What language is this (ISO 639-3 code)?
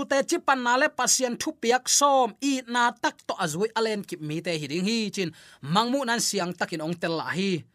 ctd